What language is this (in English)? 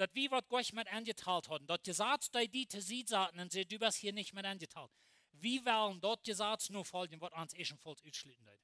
Plautdietsch